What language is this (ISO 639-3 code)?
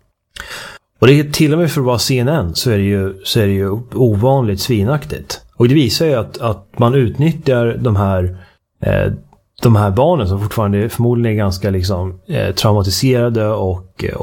swe